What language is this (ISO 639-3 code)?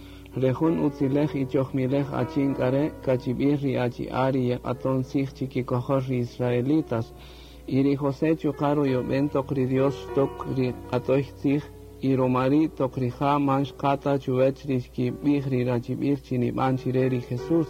cak